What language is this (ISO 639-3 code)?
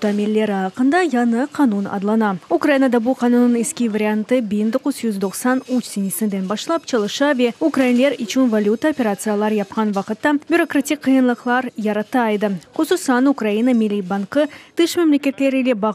crh